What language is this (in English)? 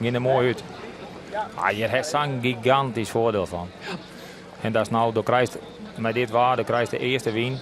Western Frisian